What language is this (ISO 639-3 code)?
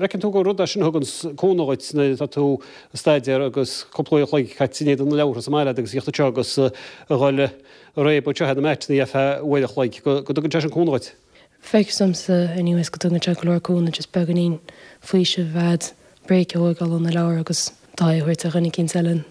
gle